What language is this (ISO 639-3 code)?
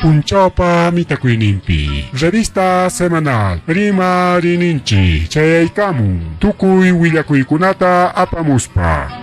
quy